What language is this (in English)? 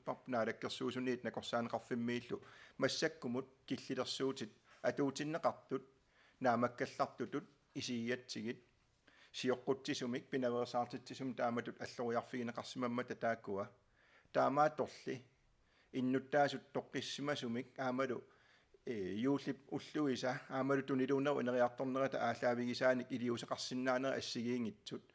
Kalaallisut